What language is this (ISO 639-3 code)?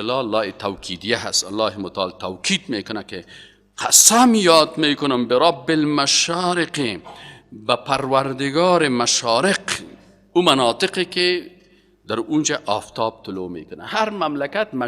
fas